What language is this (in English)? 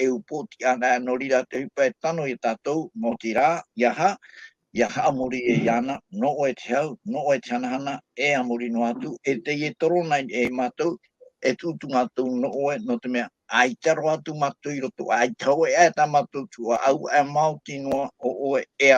Tahitian